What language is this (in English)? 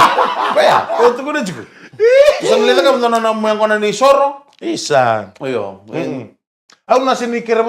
Fijian